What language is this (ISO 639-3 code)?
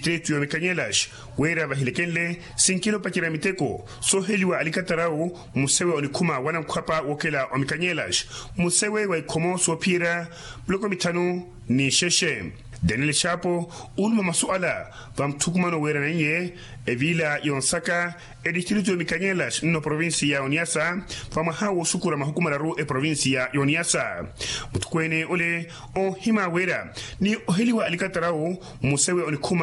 vmw